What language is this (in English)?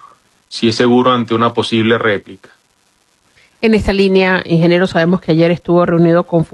Spanish